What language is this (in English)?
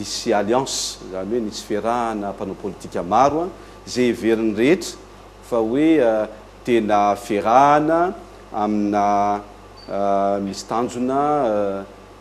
Malagasy